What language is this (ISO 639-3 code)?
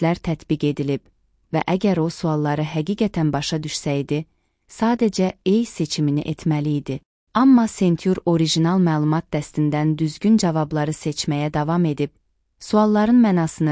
aze